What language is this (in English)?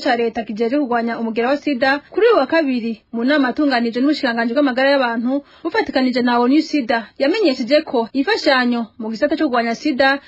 Rundi